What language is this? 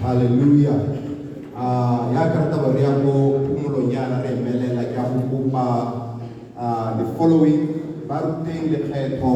Tswana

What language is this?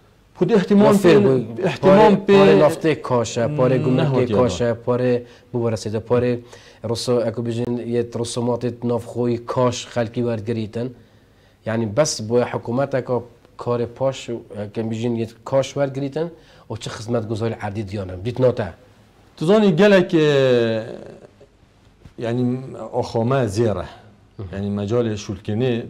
Kurdish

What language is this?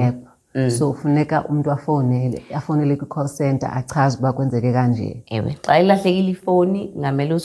Xhosa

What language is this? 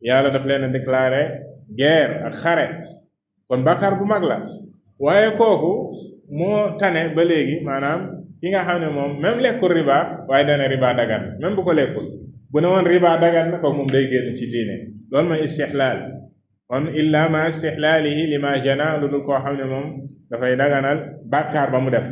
Wolof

